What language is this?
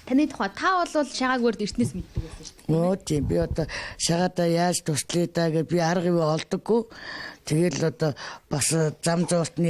Mongolian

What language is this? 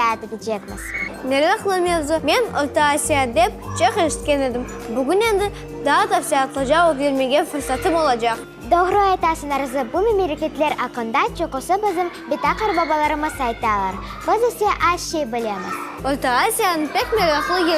Crimean Tatar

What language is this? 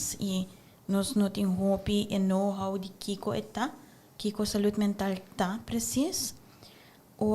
Papiamento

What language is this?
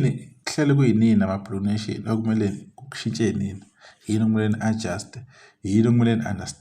Zulu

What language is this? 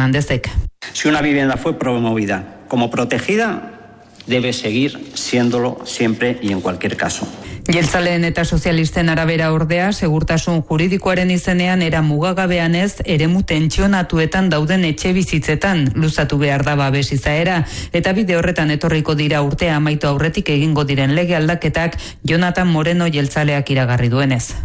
Basque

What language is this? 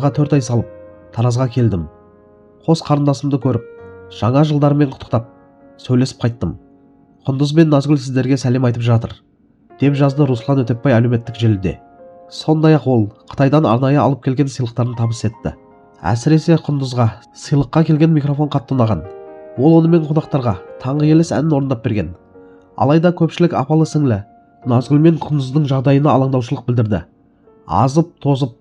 Kazakh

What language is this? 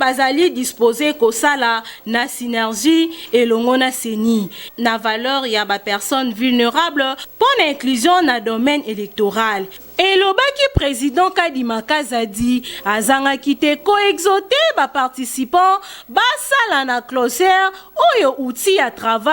Lingala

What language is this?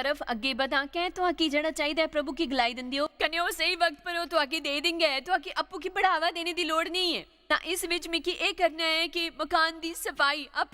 Dogri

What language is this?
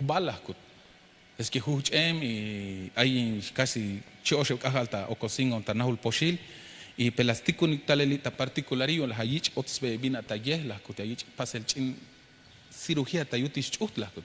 Tzeltal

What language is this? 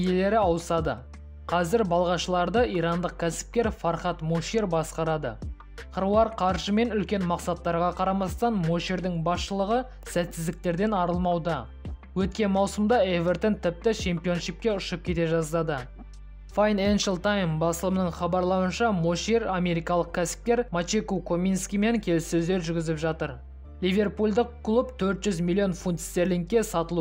Kazakh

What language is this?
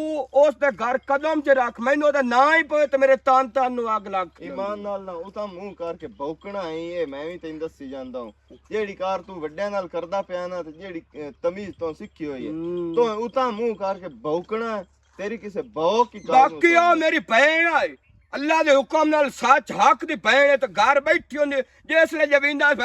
Western Panjabi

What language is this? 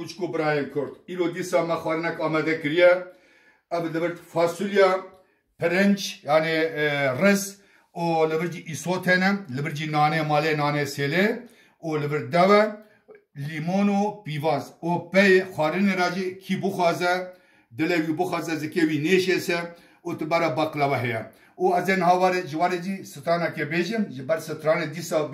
Kurdish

